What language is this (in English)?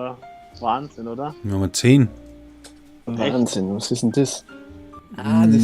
Bavarian